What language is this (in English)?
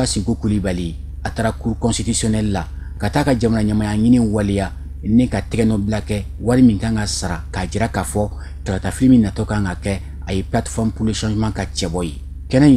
Bambara